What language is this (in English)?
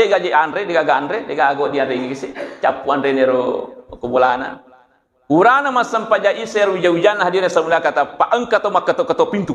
Buginese